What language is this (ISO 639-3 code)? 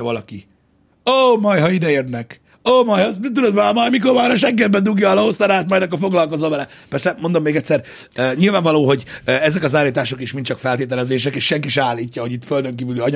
hun